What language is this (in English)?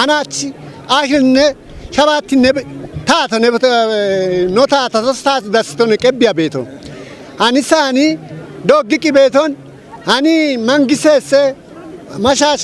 Kafa